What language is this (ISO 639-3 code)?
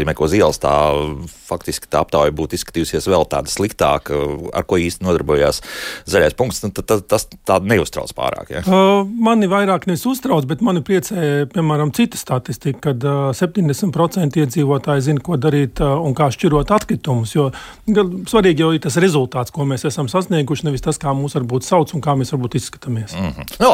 lav